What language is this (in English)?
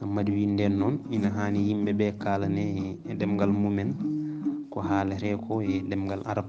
Fula